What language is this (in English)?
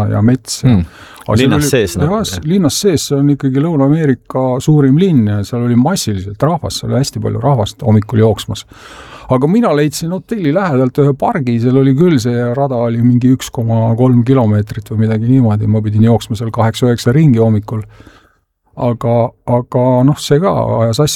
Estonian